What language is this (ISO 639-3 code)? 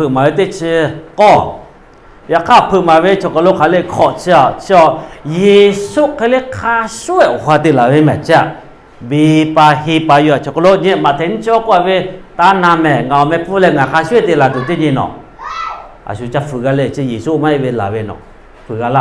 lhu